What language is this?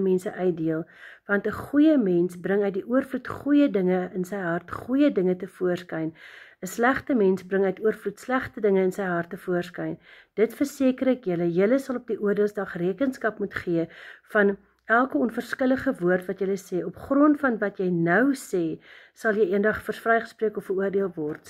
Afrikaans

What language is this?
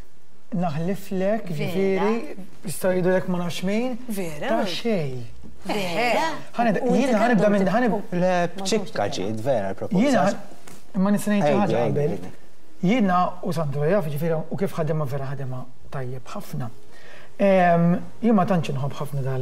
Maltese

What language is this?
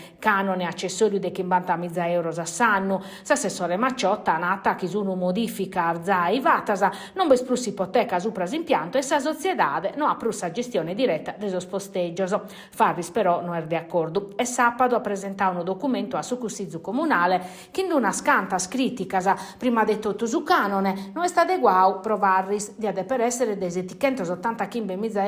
Sardinian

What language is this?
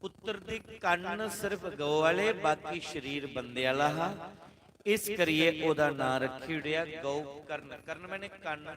Dogri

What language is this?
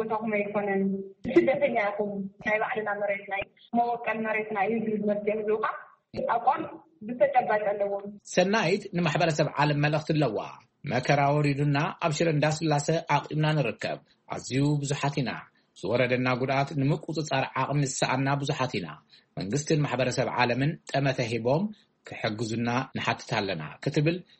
Tigrinya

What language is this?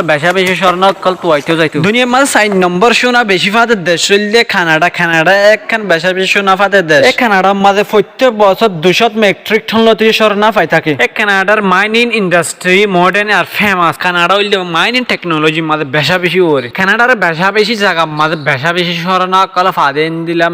Rohingya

